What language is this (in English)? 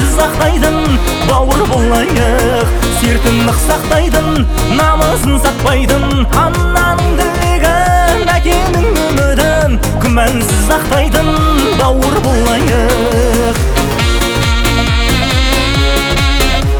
Kazakh